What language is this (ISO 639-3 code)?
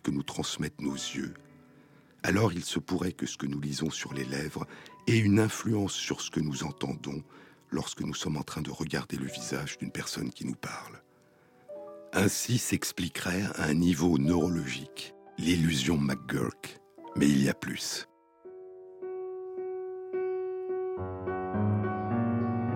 fra